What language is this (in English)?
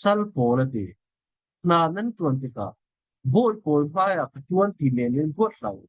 Falam Chin